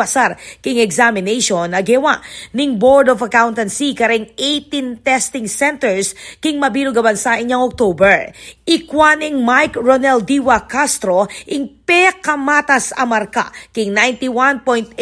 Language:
Pampanga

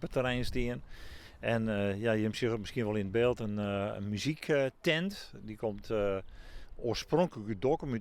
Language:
Western Frisian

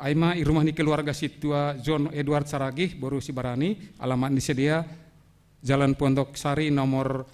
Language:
Batak Simalungun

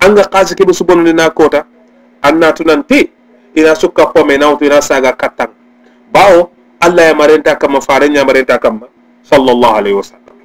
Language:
Soninke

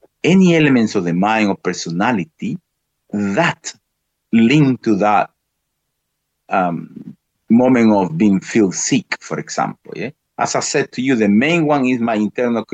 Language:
English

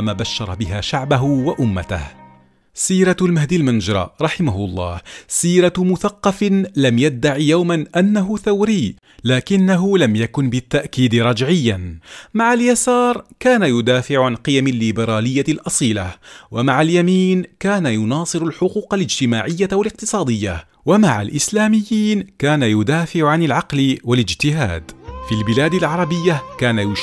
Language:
Arabic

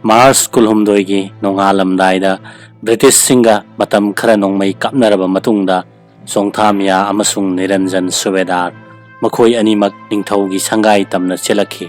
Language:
Manipuri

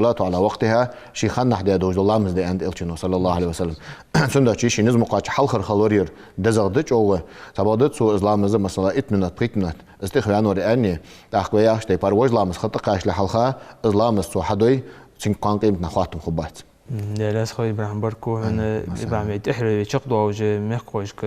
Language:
Ingush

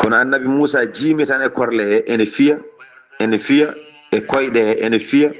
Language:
Fula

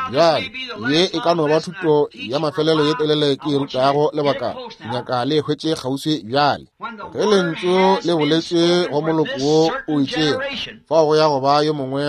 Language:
Northern Sotho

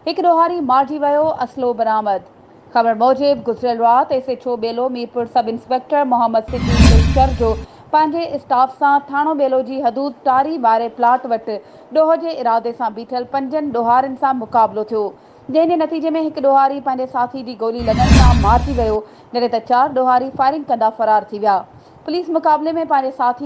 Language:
Sindhi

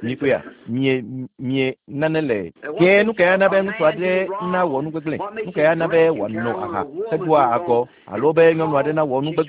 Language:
Ewe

